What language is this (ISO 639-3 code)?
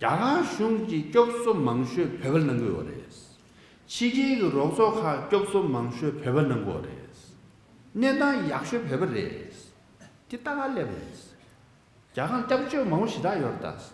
bod